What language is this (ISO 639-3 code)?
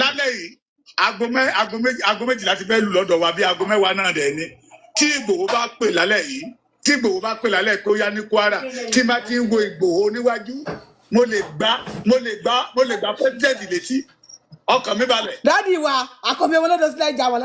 yor